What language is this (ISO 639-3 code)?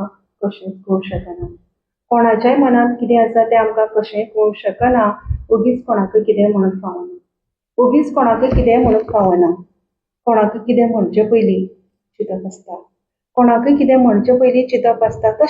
kok